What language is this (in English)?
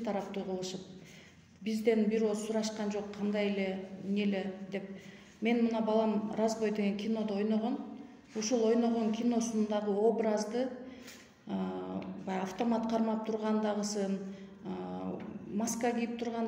Kyrgyz